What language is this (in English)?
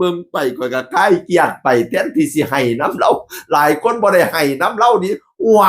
Northeastern Thai